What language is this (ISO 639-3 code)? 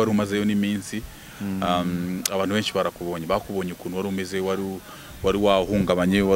kin